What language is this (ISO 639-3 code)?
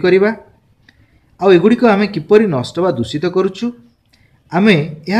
ori